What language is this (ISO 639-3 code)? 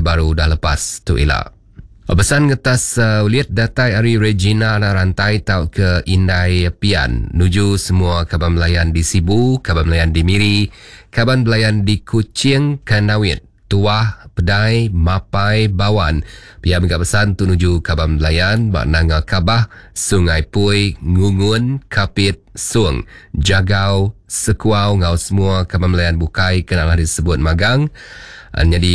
iba